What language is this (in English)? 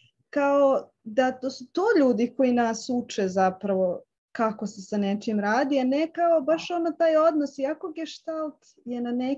Serbian